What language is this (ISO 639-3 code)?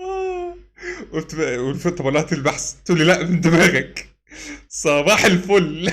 arz